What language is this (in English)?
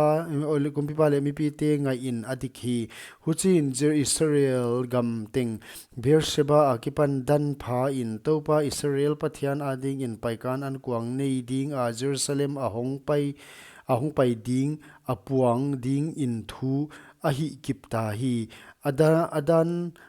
Paite Chin